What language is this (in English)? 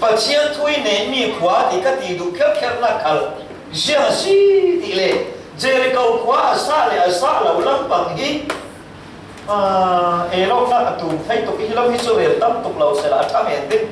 Falam Chin